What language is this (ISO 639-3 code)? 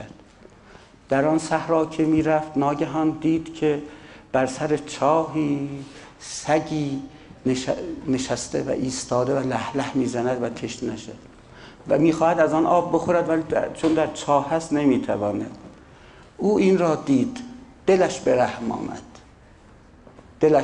fas